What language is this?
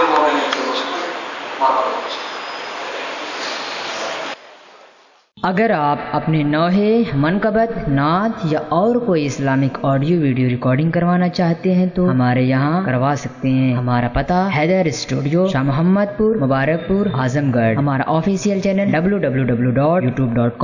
Urdu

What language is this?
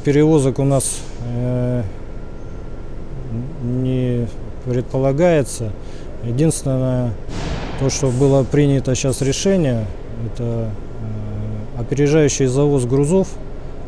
Russian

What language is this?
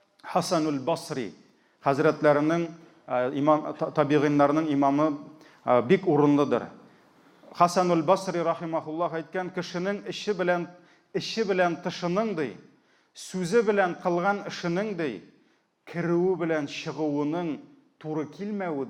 Tatar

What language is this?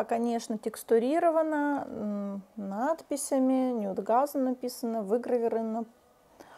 Russian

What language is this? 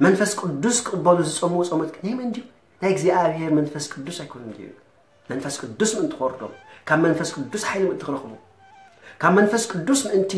Tigrinya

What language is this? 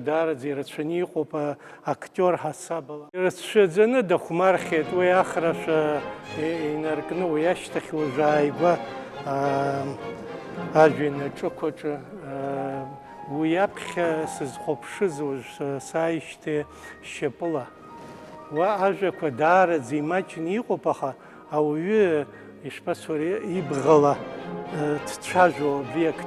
Abkhazian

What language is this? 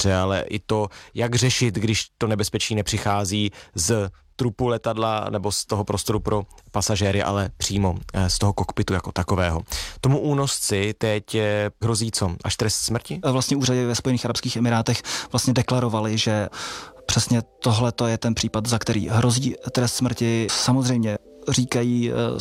Czech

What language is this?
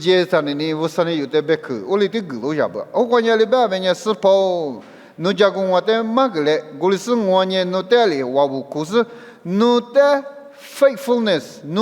Lisu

